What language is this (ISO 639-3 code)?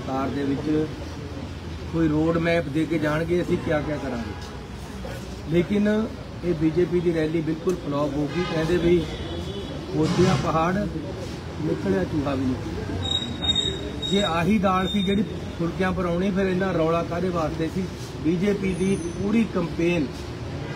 pan